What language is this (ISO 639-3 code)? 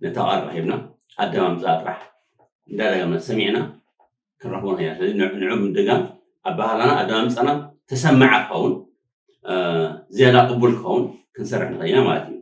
tir